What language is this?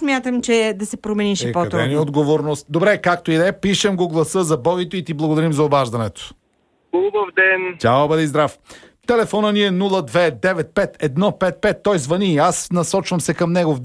Bulgarian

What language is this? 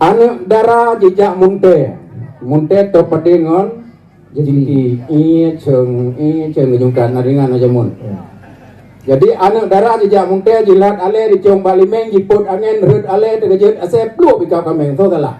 Achinese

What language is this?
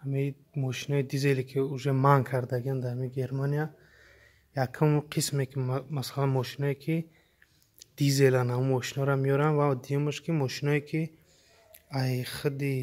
Tajik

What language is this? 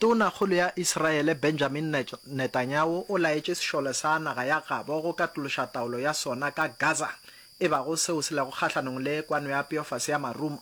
Northern Sotho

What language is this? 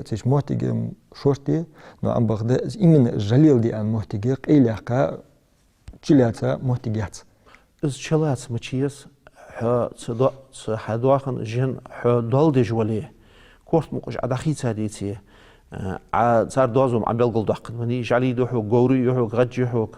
Ingush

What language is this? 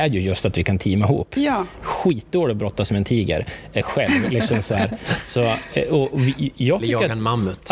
Swedish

